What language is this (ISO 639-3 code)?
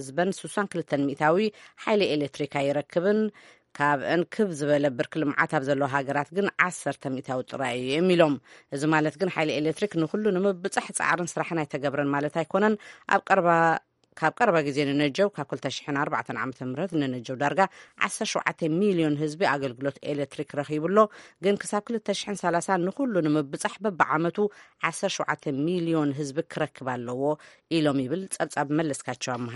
tir